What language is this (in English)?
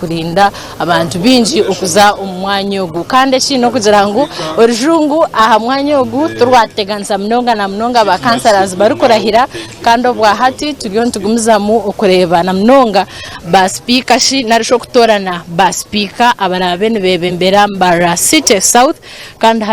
Nyankole